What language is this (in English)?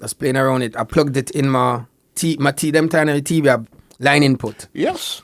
Jamaican Creole English